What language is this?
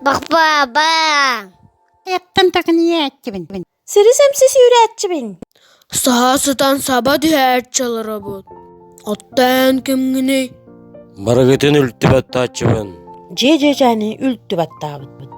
Yakut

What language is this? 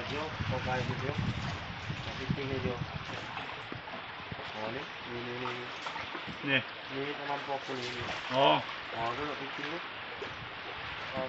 Malay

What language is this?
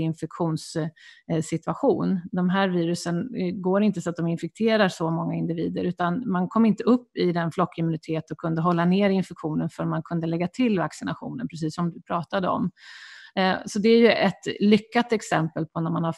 Swedish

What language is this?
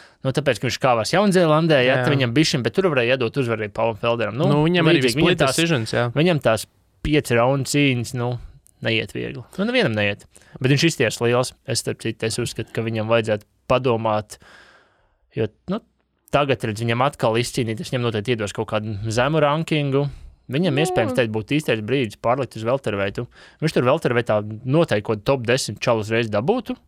Latvian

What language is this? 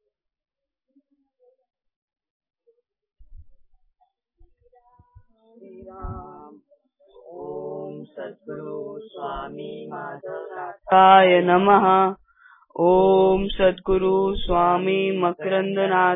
Marathi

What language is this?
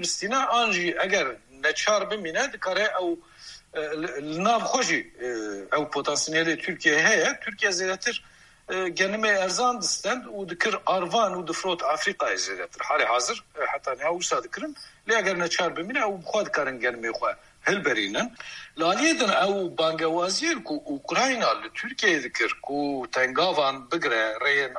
Kurdish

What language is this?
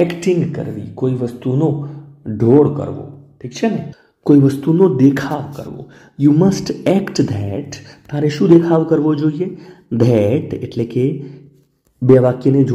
Gujarati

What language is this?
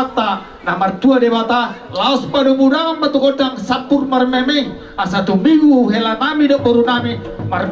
Batak Toba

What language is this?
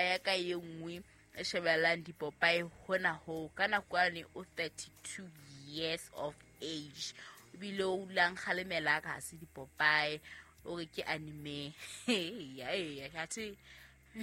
Southern Sotho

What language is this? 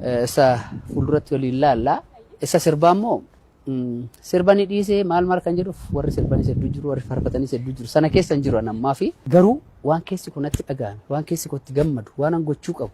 Oromo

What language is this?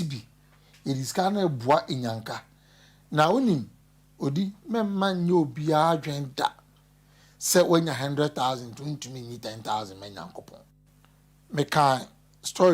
Akan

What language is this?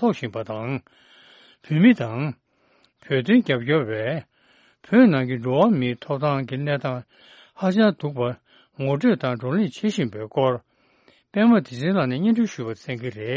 Tibetan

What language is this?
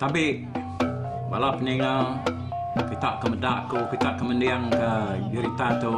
Iban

